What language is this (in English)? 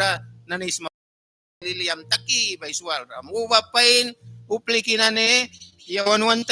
Mískito